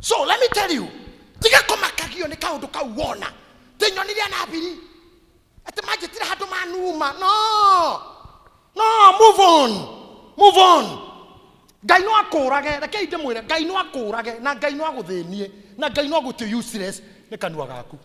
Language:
Kikuyu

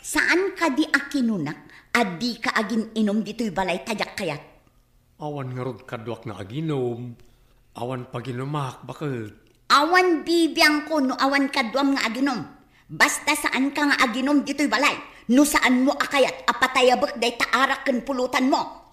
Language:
Iloko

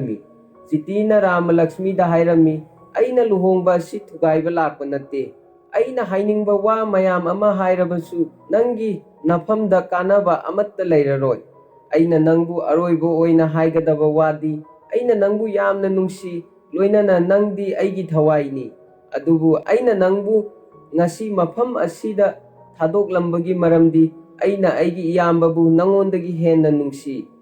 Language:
Manipuri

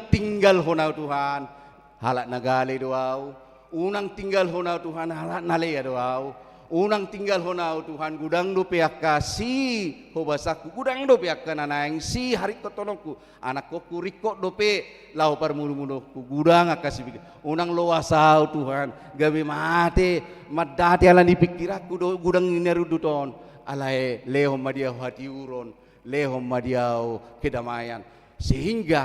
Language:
Batak Toba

